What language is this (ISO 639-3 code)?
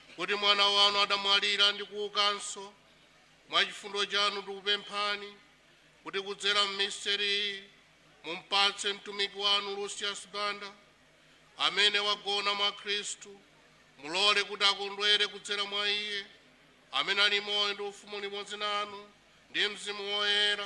nya